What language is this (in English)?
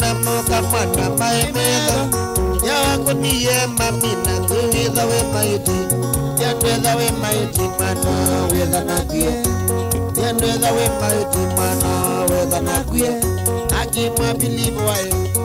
Kamba